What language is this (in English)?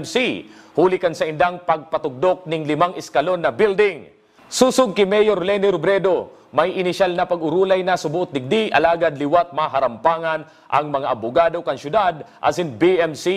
Bikol